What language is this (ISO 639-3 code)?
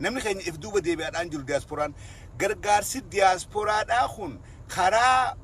orm